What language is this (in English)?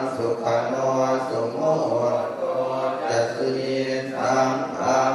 Pali